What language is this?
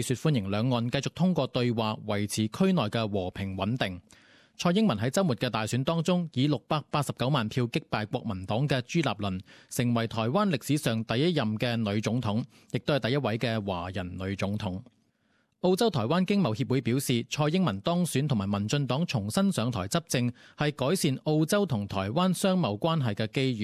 Cantonese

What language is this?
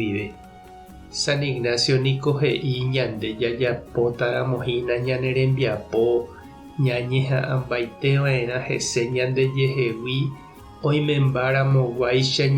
Guarani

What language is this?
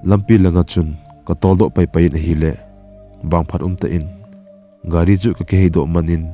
Thado Chin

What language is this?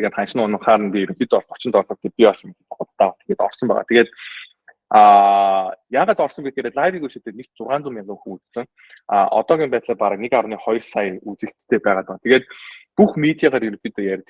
Mongolian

